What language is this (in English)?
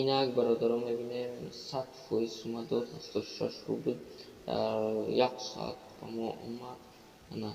Tajik